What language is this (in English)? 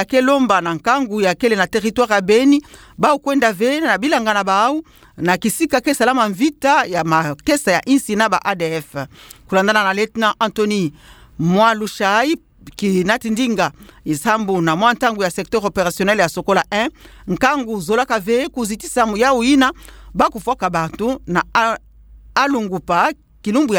Kituba (Democratic Republic of Congo)